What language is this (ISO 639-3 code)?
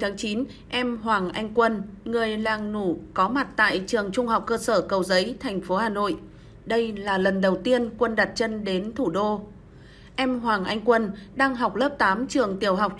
vie